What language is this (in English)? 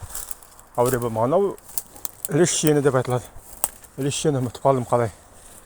Nogai